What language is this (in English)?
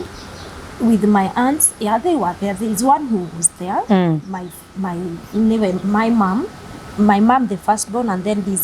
Kikuyu